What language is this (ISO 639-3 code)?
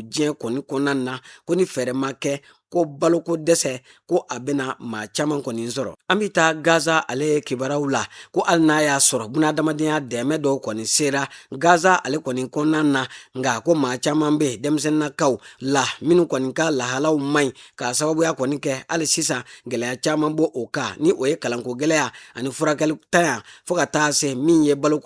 bam